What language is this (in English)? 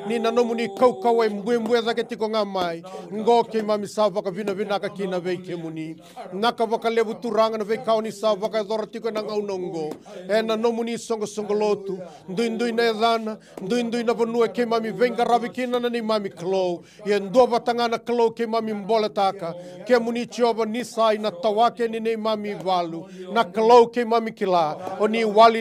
Fijian